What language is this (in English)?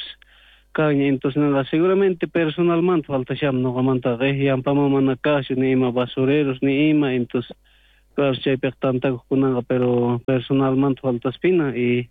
South Bolivian Quechua